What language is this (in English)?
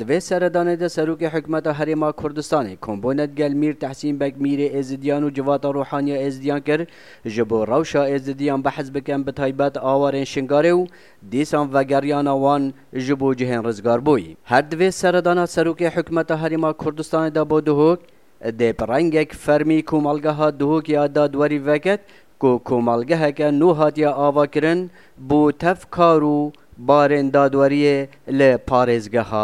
Kurdish